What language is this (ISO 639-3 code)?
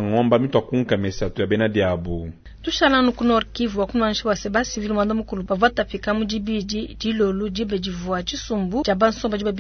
lua